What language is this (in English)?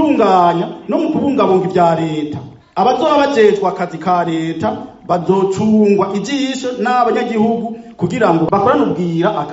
Rundi